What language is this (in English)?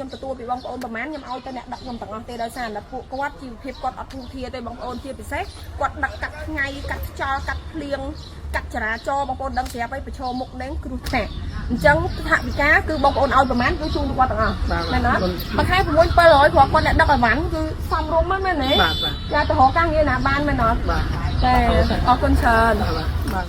Khmer